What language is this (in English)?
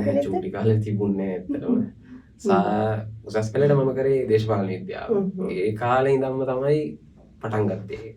Sinhala